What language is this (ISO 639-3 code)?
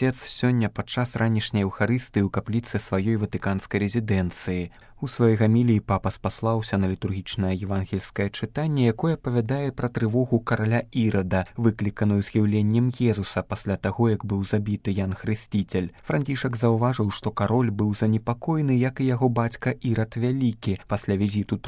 bel